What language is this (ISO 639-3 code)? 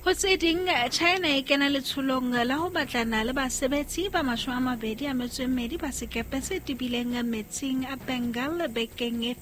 sot